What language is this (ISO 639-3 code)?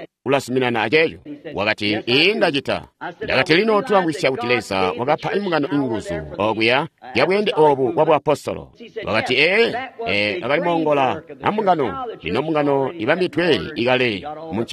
toi